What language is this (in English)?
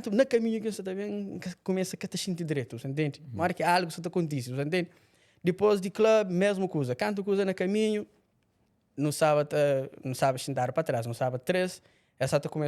Kabuverdianu